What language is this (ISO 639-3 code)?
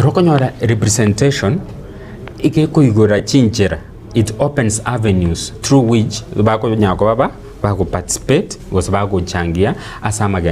guz